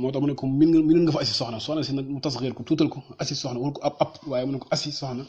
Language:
Wolof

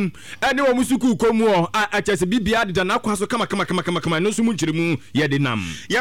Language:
Akan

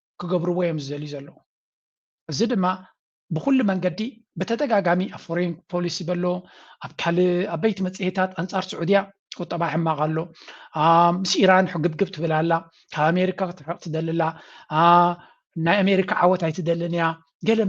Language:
Tigrinya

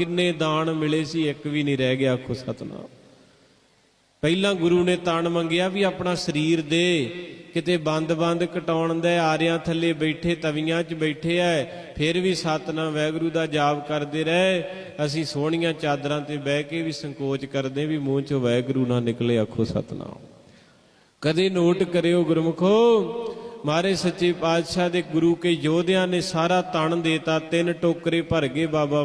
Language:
Punjabi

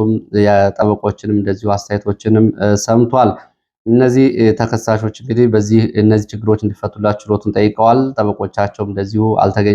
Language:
Amharic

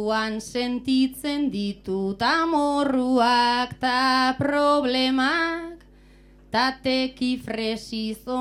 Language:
Basque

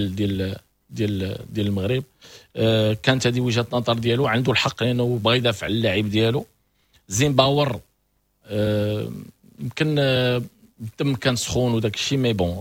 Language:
Moroccan Arabic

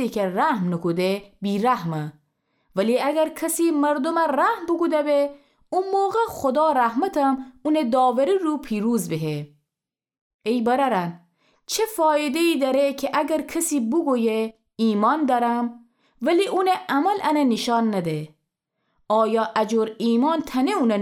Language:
Gilaki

